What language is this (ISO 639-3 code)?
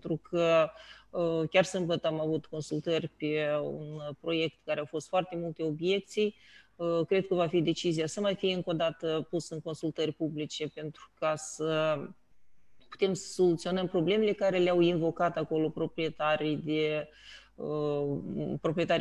ron